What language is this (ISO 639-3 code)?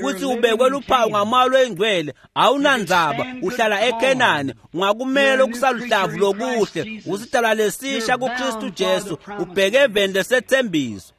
ssw